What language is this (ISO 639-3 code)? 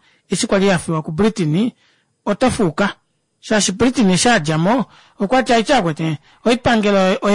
kua